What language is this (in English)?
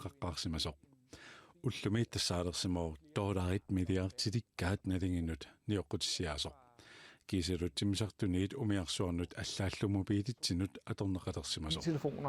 Kalaallisut